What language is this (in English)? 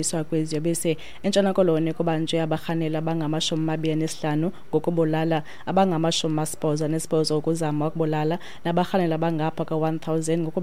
Xhosa